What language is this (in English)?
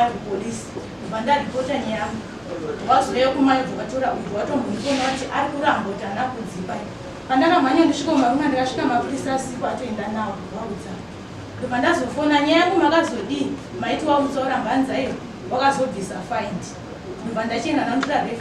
Shona